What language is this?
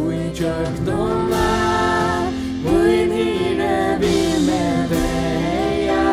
Faroese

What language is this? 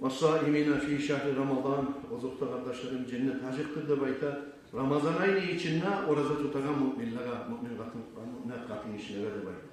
Kumyk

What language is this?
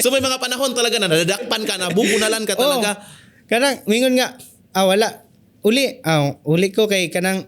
Cebuano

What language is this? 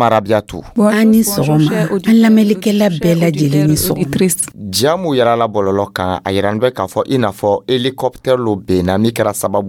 Dyula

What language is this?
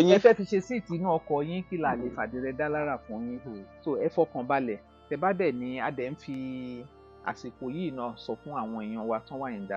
Yoruba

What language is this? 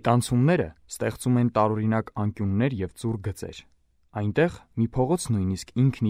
Armenian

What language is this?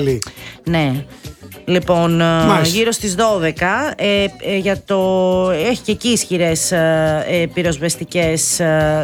Greek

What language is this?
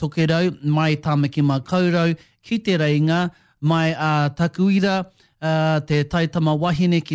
Māori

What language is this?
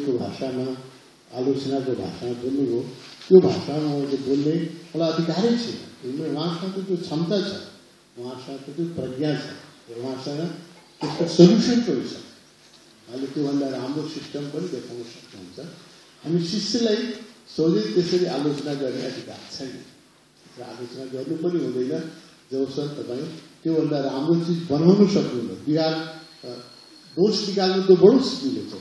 Nepali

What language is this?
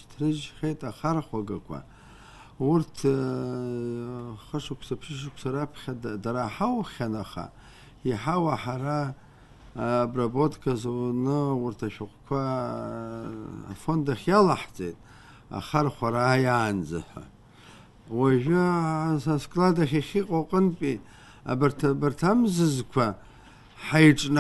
Abkhazian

